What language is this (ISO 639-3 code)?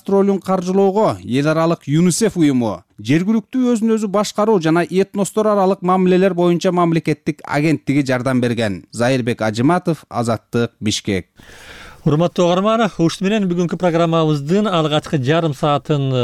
kir